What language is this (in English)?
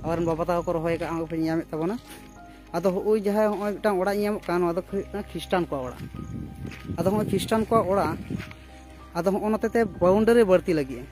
Santali